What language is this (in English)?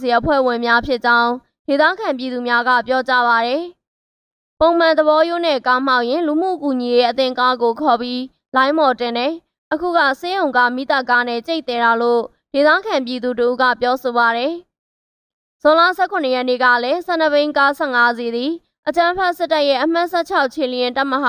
Burmese